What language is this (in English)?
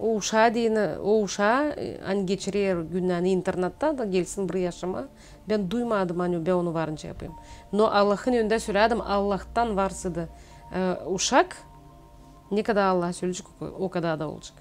Gagauz